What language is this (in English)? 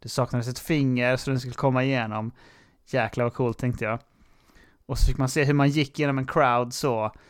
Swedish